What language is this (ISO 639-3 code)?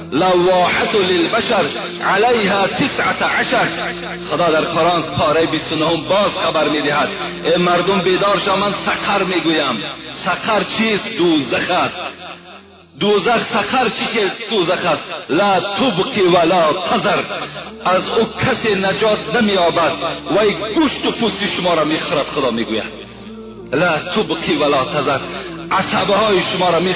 tgk